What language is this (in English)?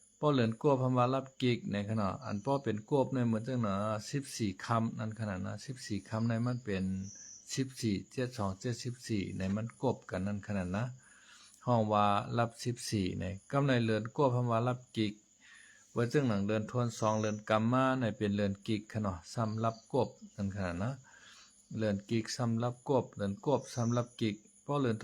Shan